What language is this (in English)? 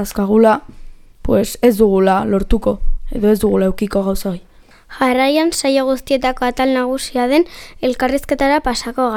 Basque